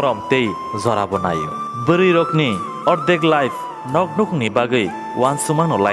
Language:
Kok Borok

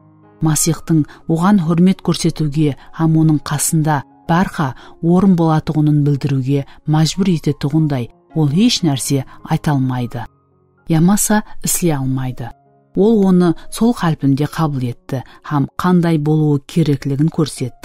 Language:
Kara-Kalpak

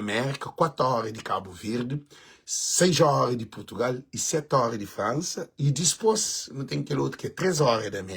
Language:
Kabuverdianu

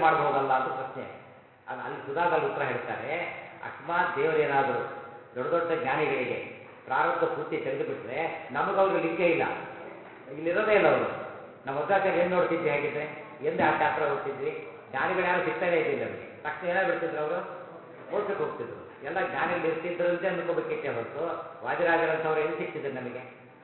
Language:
Kannada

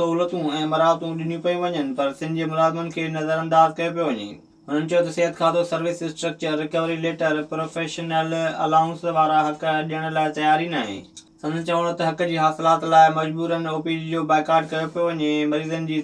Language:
Sindhi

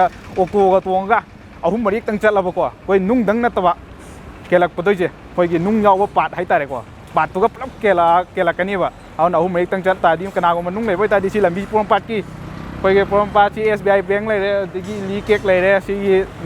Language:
Manipuri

